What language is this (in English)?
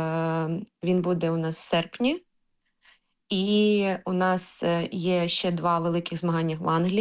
Ukrainian